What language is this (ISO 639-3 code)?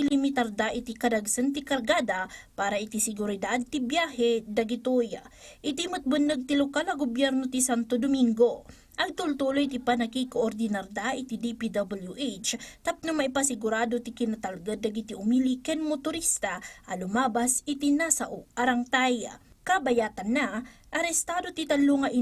ilo